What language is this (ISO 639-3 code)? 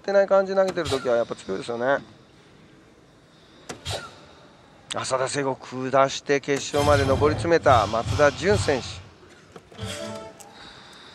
jpn